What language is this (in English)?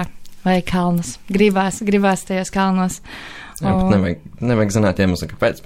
Latvian